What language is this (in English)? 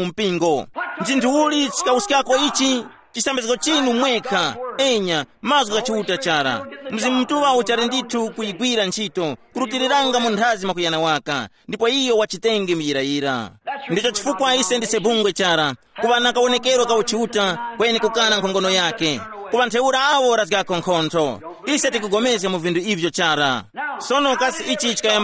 Tumbuka